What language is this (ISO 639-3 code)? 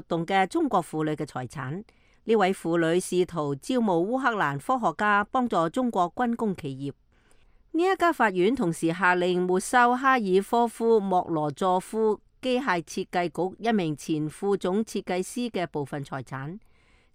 yue